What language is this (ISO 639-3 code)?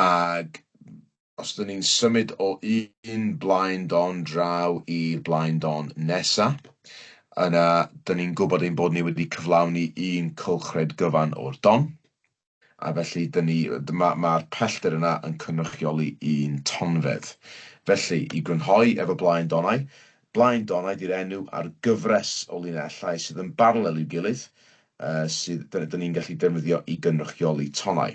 cym